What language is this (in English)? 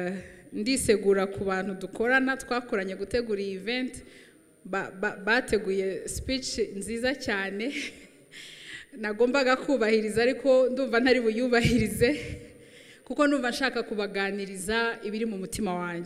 Kinyarwanda